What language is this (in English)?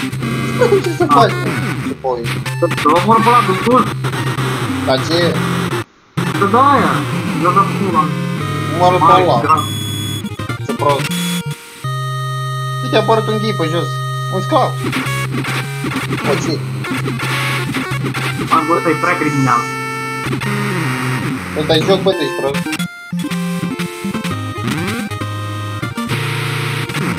Romanian